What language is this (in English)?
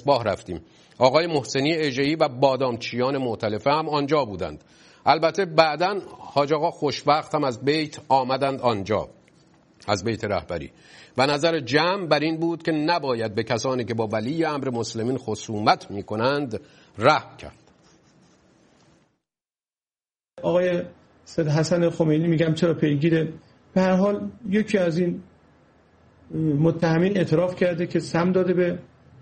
Persian